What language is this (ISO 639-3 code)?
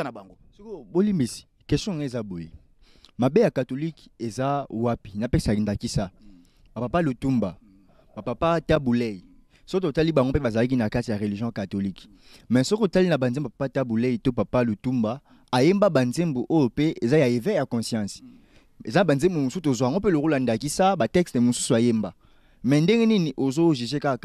lin